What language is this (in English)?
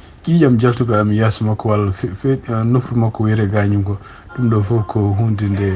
Fula